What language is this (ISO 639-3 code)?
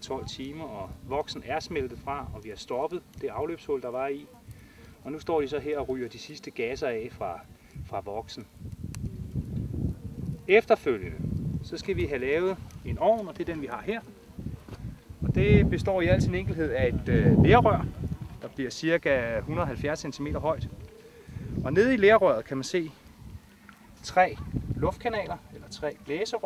dan